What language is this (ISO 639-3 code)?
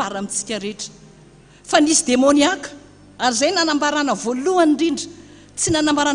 mlg